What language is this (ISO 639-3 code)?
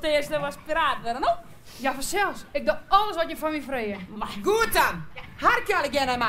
fry